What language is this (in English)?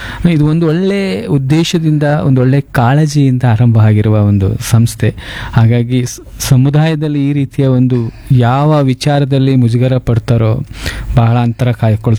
Kannada